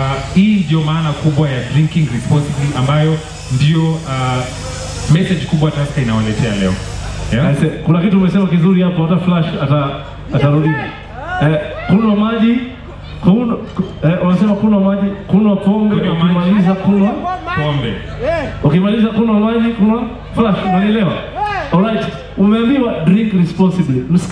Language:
Swahili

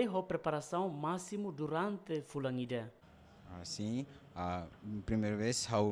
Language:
Tetum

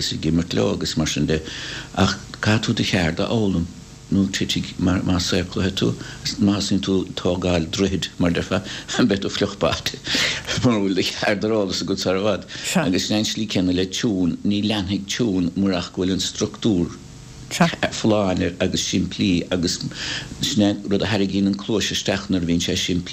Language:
Irish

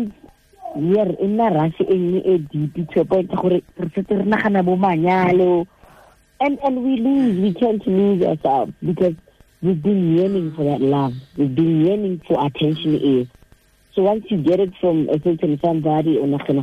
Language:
Tswana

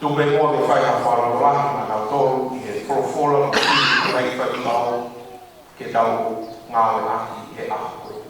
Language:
Tongan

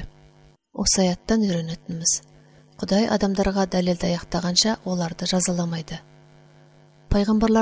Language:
Kazakh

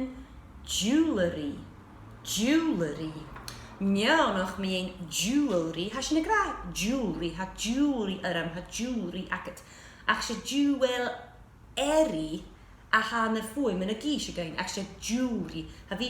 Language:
Scottish Gaelic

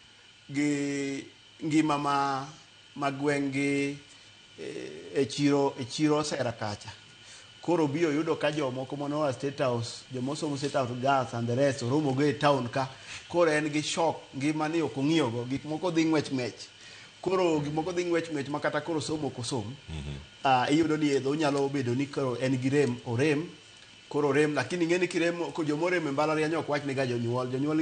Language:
Luo (Kenya and Tanzania)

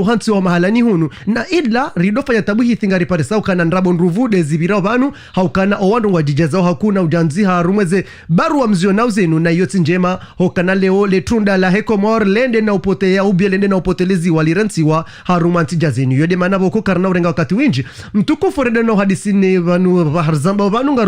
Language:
Ngazidja Comorian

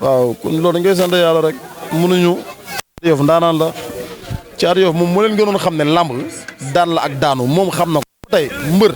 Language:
Wolof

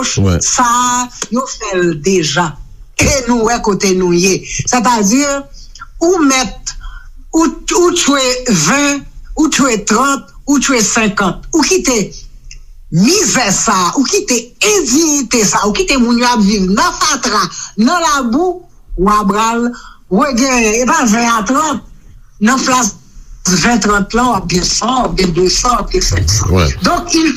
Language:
Haitian Creole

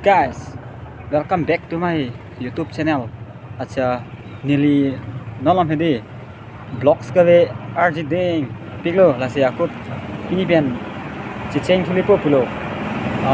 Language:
Karbi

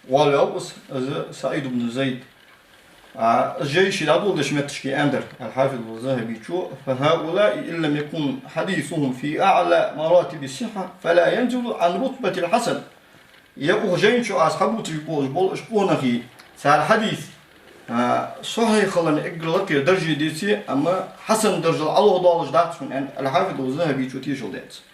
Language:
Ingush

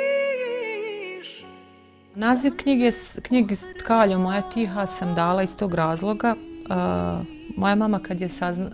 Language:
Bosnian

